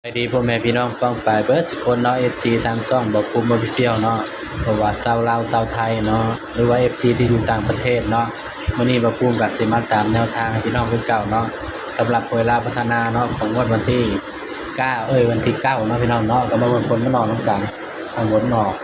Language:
Northeastern Thai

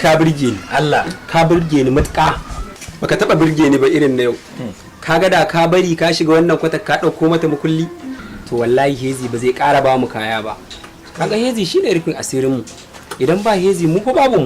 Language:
Hausa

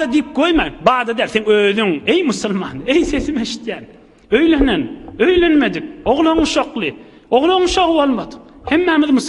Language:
Turkmen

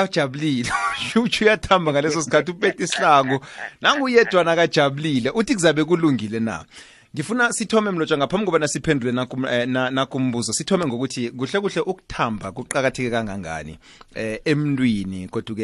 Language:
South Ndebele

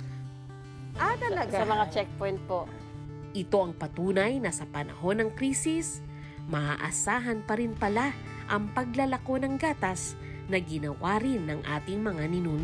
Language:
Filipino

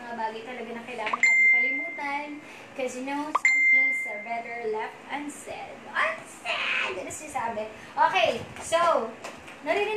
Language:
Filipino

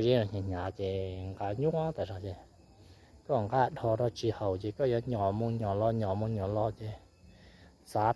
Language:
Hmong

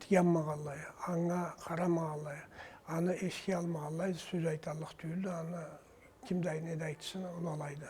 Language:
Karachay-Balkar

